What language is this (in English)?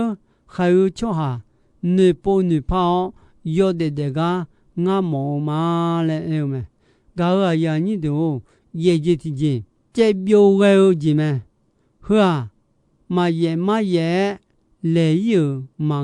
Akha